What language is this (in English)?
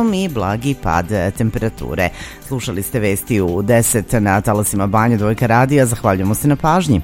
Serbian